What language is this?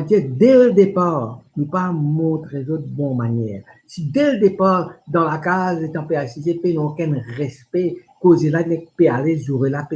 Morisyen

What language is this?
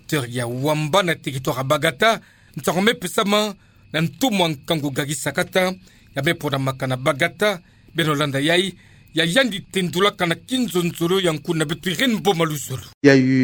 Kituba (Democratic Republic of Congo)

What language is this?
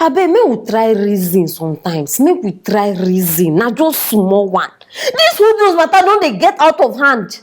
Nigerian Pidgin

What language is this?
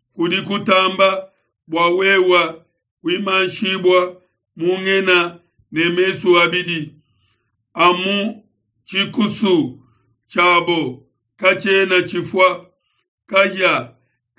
Luba-Lulua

